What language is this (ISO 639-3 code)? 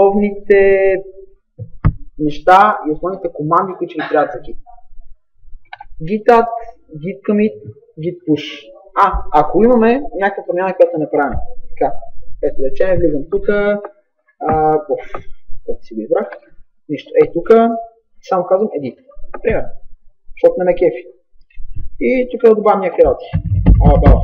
bul